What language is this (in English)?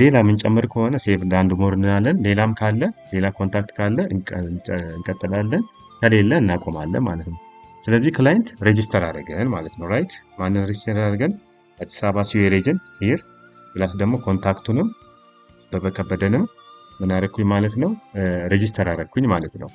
Amharic